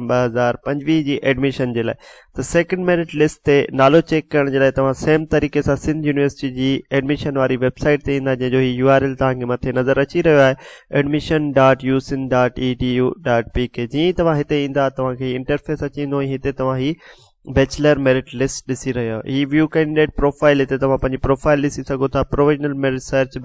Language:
Sindhi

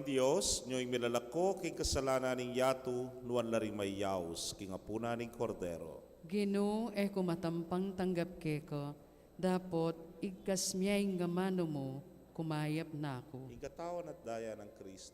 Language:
Pampanga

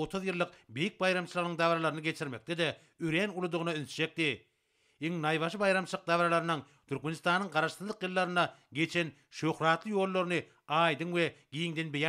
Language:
Turkmen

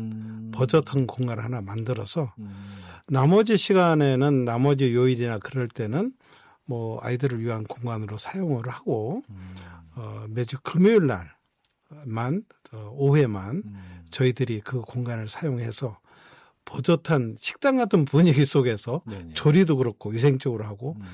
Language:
Korean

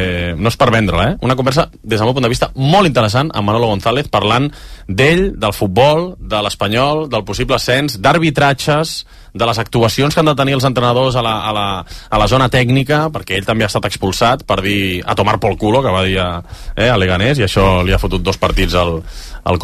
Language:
Catalan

